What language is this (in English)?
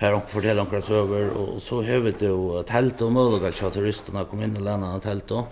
Faroese